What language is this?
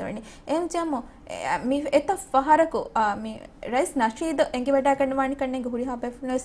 Divehi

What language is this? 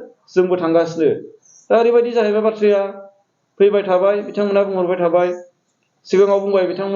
Bodo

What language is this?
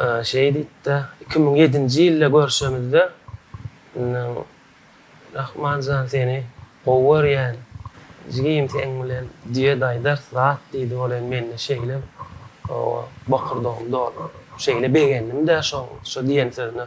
Turkmen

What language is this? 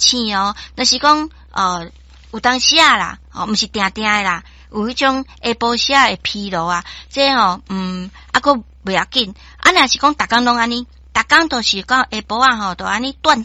Min Nan Chinese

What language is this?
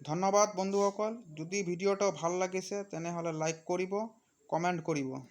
Assamese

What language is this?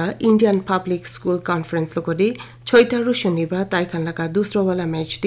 Naga Pidgin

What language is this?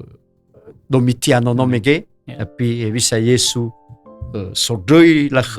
Nias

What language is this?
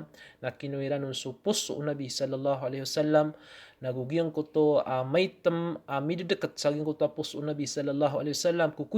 Maranao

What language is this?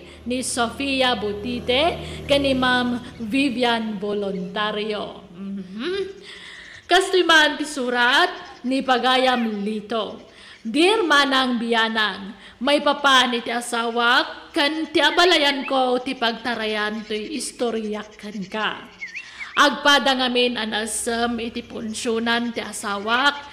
Iloko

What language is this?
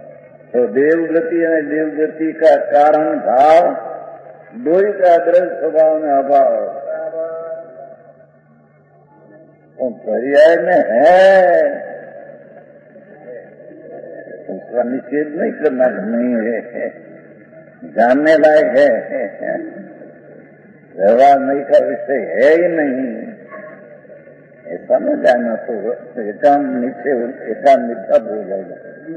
Hindi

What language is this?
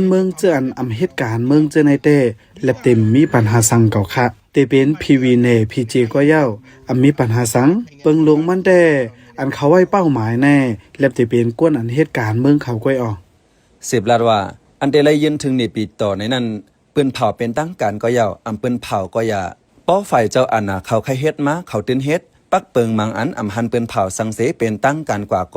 Shan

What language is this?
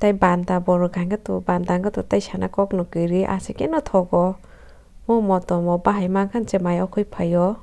Kok Borok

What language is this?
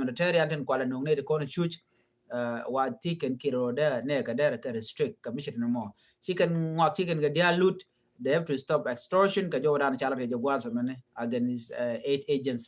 Nuer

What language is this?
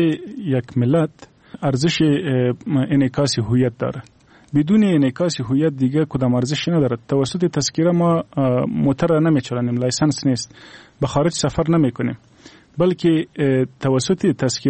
Persian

